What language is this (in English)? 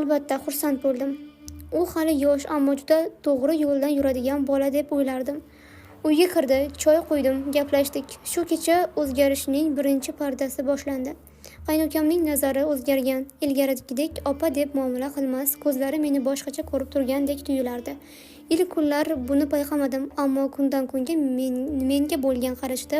Uzbek